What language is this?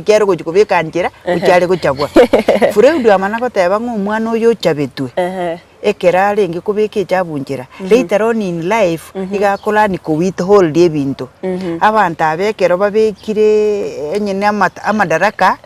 Gusii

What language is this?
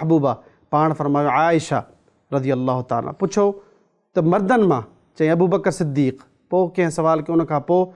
Sindhi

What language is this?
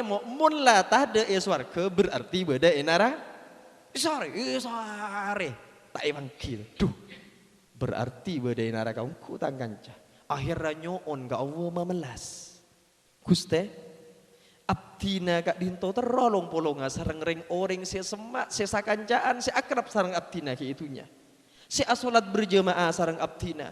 Madurese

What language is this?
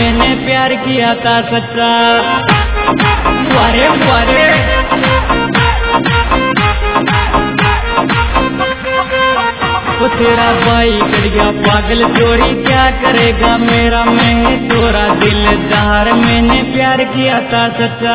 Hindi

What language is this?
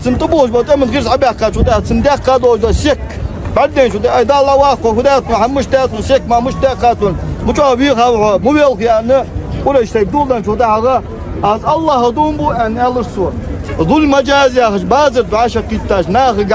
Ingush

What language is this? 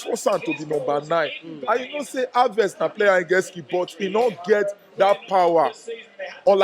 Nigerian Pidgin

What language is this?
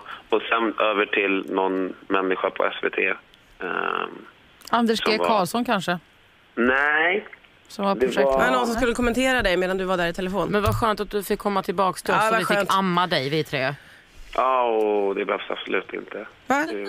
Swedish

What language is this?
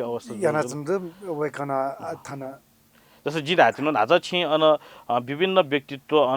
Newari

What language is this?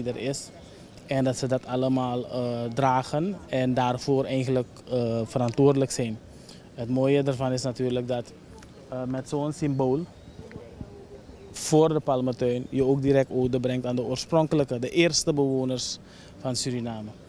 Dutch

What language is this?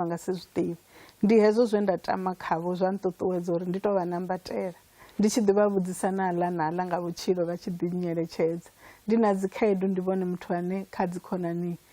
Venda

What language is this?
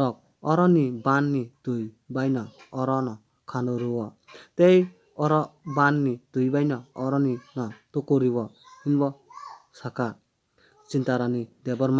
Kok Borok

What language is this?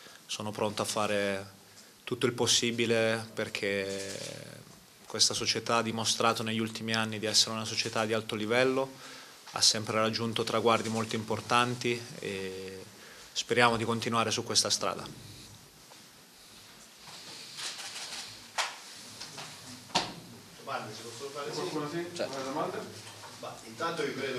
Italian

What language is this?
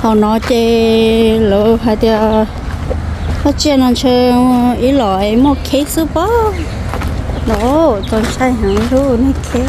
Hmong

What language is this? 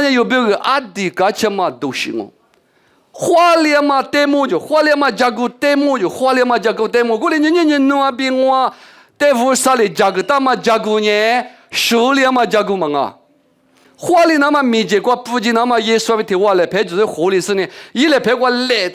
Lisu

